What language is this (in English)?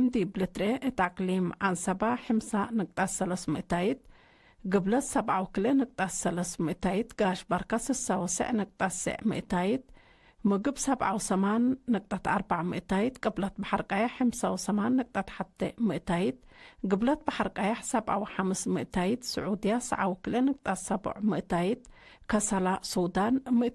Tigre